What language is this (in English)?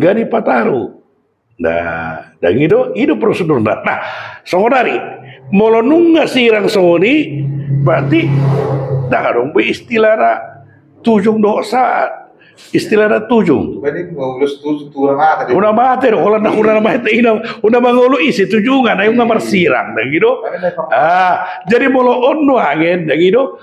Batak Toba